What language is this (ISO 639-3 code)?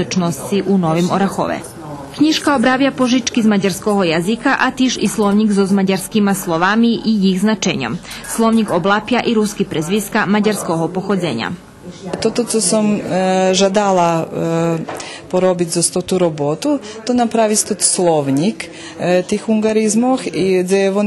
rue